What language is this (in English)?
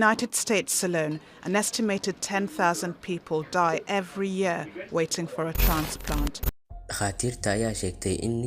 Somali